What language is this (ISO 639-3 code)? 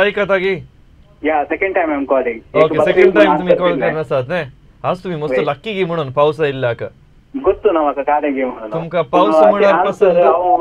kok